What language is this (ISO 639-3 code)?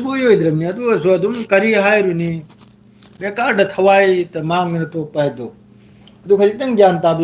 mni